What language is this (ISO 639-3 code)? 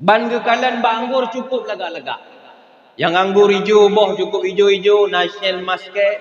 ace